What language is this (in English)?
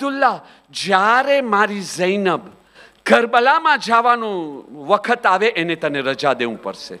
Gujarati